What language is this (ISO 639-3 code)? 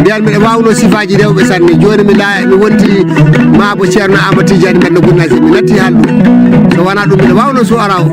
ful